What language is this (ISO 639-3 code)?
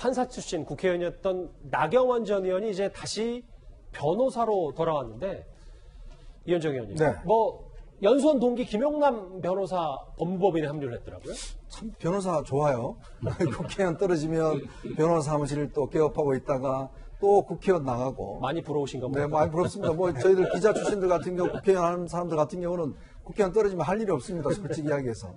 kor